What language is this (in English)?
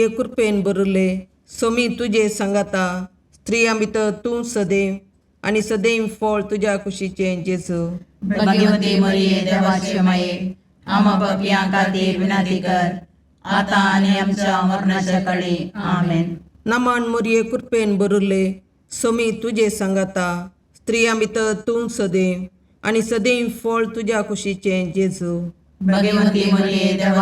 Konkani